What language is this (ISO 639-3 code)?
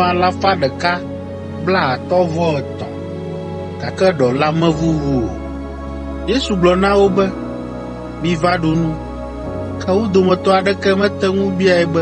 ewe